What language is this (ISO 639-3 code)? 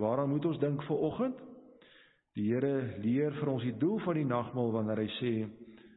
afr